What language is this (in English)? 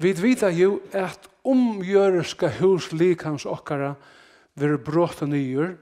Faroese